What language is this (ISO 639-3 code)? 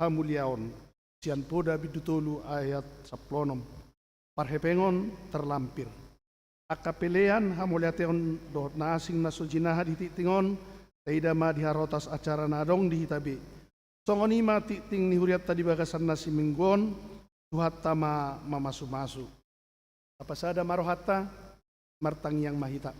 bbc